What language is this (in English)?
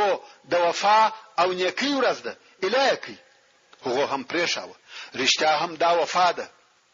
Pashto